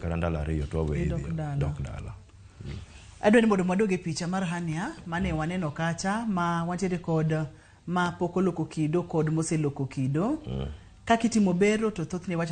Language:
Luo (Kenya and Tanzania)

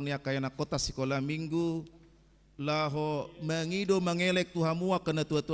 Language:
Batak Toba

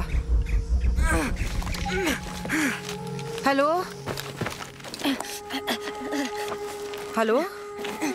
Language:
German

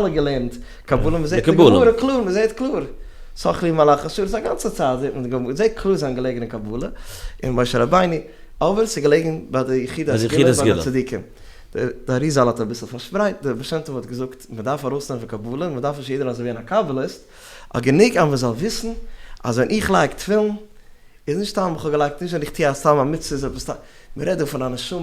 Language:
Yiddish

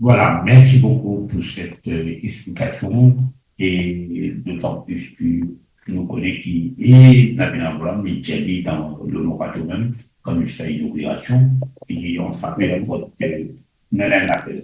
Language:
Morisyen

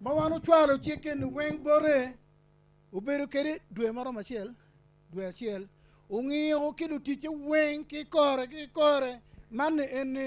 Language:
Acoli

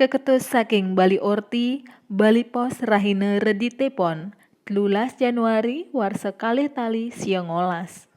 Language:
Balinese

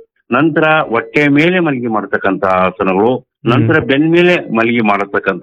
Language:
Kannada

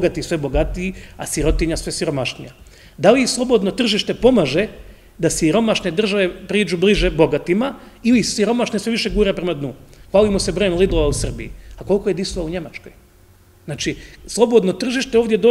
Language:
Croatian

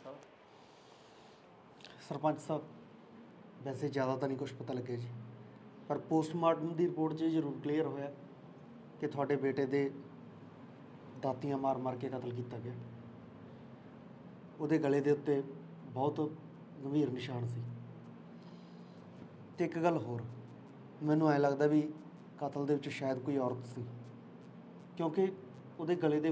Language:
Punjabi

